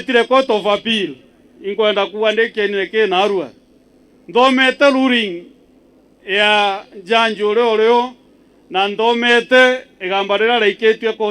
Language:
Meru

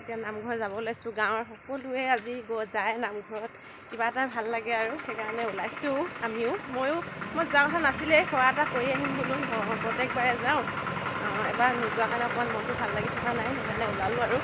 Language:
Assamese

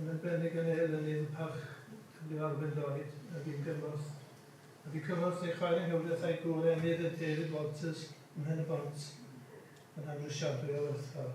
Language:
Welsh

